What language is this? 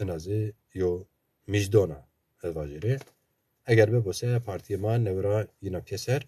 Zaza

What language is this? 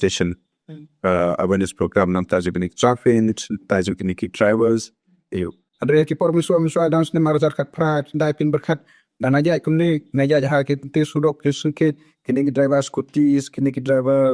Khasi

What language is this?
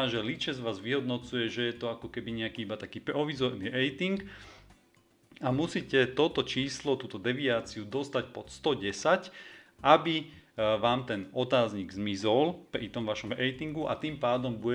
Slovak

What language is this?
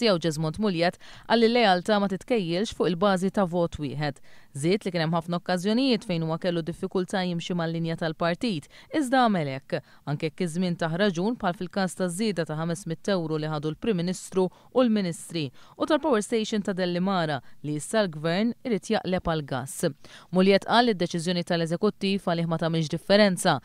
Maltese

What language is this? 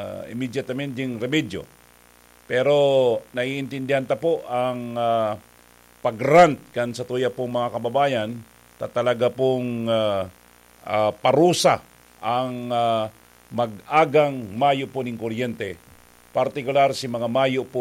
Bikol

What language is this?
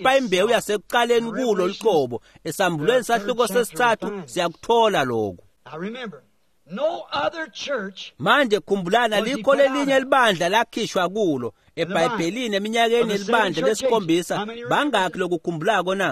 Swati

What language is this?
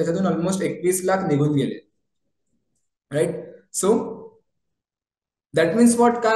Marathi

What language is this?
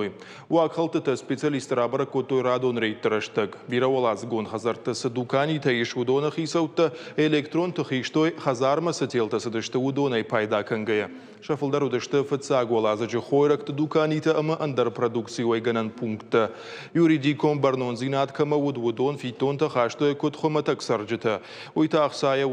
Ossetic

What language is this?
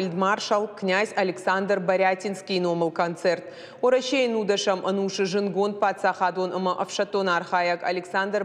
Ossetic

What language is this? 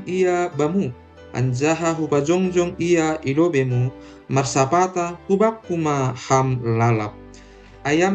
Batak Simalungun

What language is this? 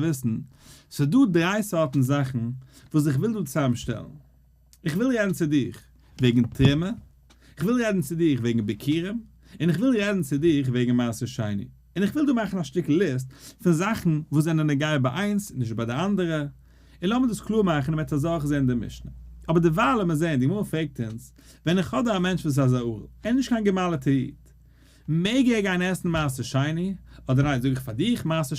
Yiddish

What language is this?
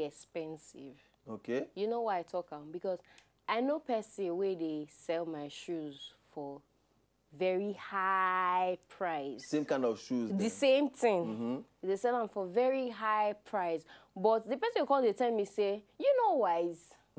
Nigerian Pidgin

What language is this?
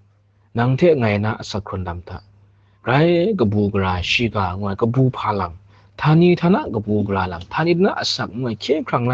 Kachin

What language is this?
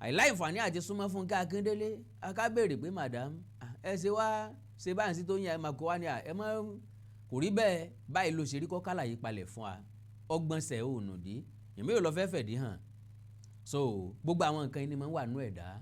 Yoruba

